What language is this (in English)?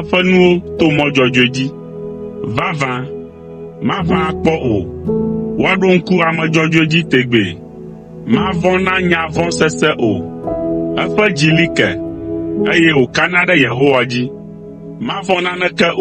Ewe